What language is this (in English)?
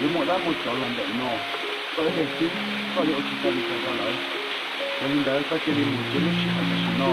Hmong